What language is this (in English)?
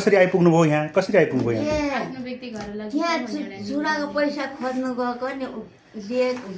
Nepali